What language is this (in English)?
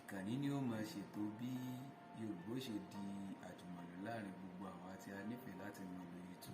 Yoruba